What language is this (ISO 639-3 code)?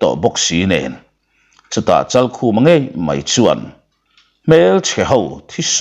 lus